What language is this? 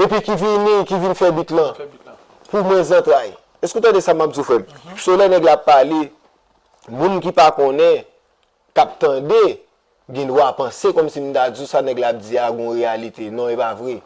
Haitian Creole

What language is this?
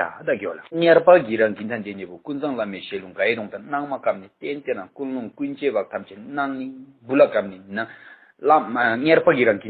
Tibetan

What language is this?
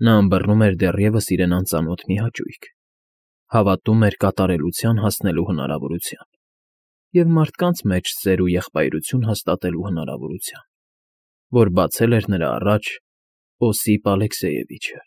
Armenian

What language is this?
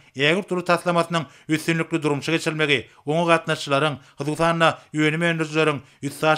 Turkmen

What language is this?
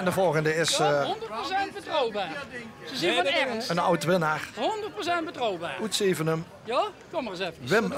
Limburgish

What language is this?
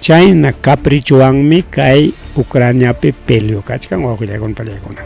Ayacucho Quechua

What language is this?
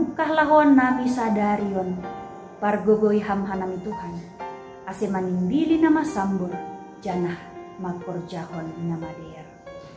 Batak Simalungun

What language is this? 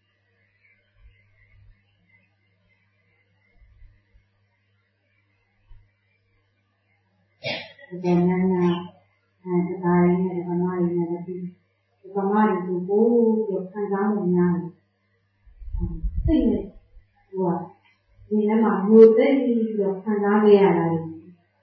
Burmese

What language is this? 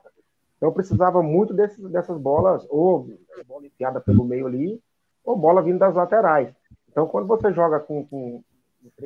Portuguese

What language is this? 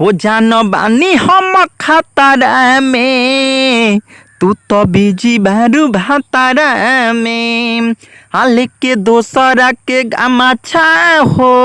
Bhojpuri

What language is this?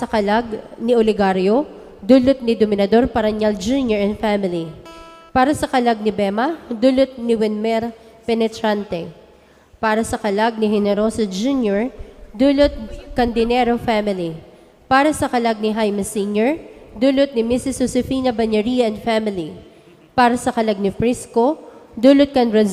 Bikol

